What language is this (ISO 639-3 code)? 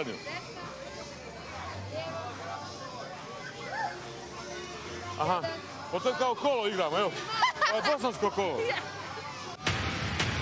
bos